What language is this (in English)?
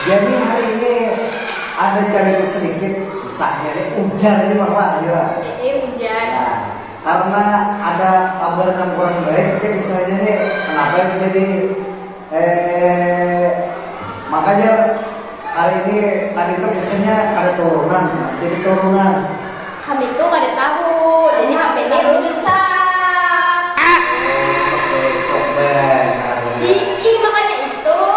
Banjar